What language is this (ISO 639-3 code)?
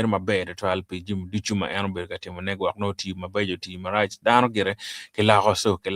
ach